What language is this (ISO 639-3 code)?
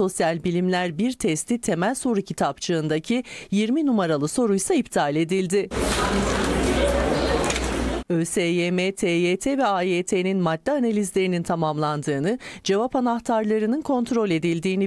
tur